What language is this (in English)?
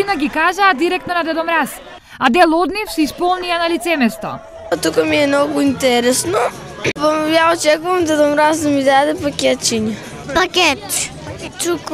Macedonian